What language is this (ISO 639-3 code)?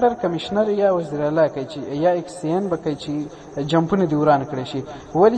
pus